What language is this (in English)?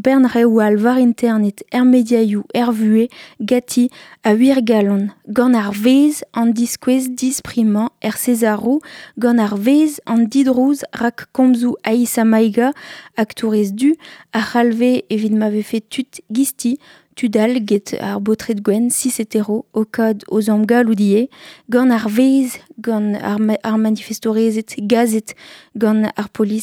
Breton